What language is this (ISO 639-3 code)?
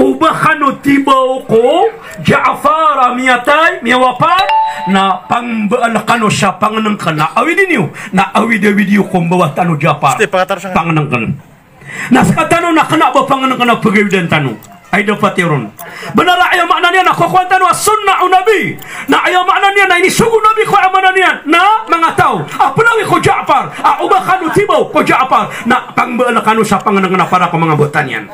mrw